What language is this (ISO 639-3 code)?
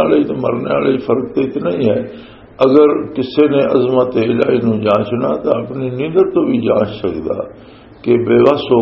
lah